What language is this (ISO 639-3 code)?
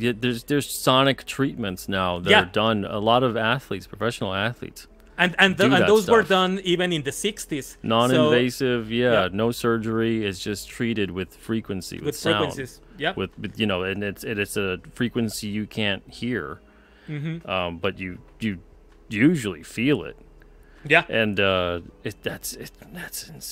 eng